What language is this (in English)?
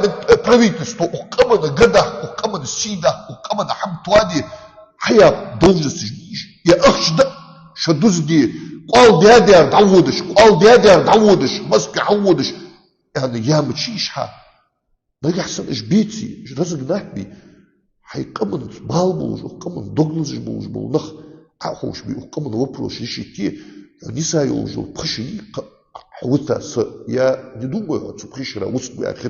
Ingush